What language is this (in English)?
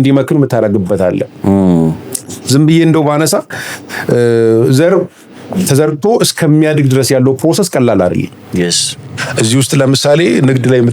Amharic